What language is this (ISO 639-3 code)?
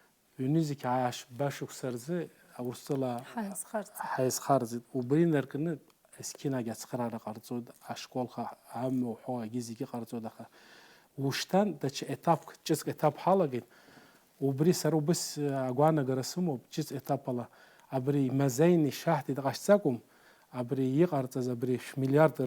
abk